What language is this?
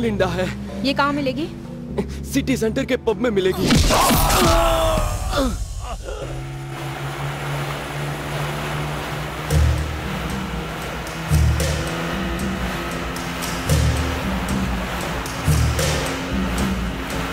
Hindi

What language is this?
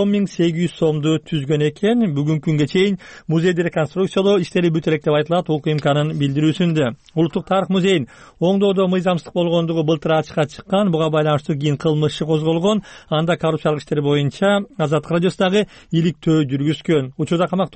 Kyrgyz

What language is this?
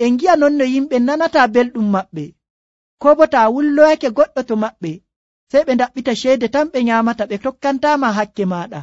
Nigerian Fulfulde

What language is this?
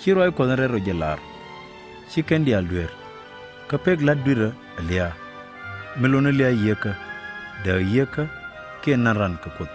Nuer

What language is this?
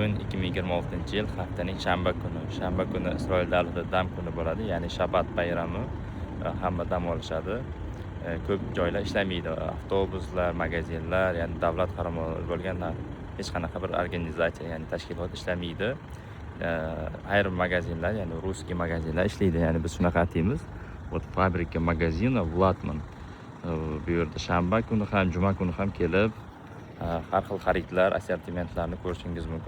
Uzbek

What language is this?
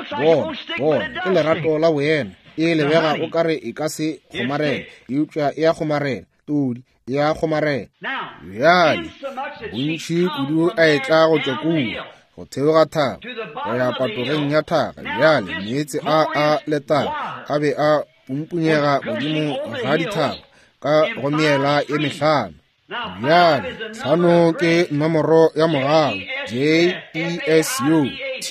Northern Sotho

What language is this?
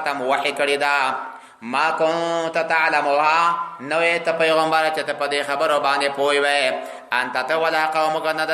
Pashto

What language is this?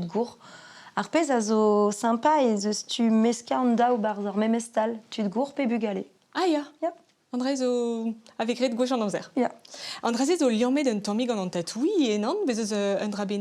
Breton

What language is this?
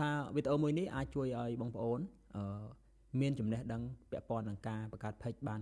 Khmer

